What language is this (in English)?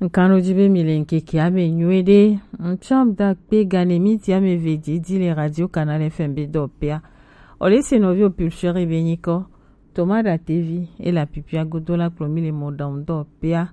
Gen